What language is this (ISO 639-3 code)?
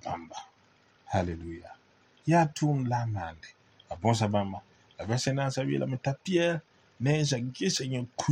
mos